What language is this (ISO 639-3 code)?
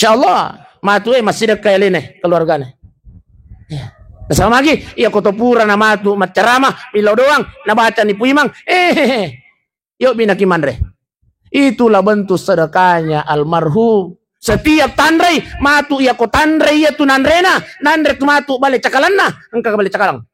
bug